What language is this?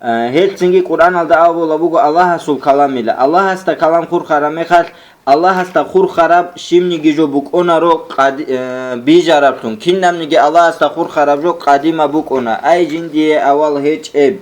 Avaric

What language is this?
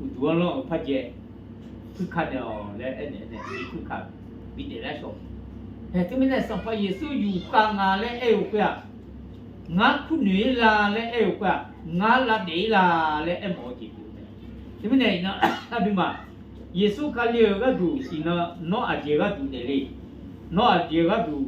Akha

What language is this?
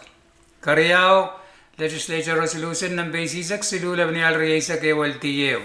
Pohnpeian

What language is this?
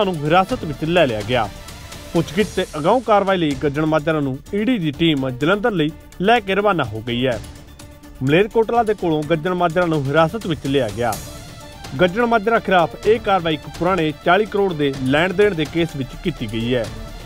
Punjabi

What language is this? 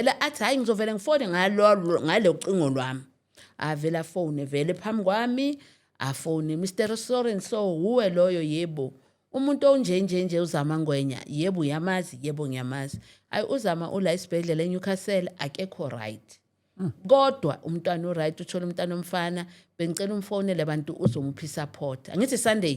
Zulu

